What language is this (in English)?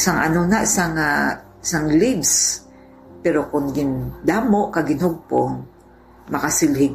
Hiligaynon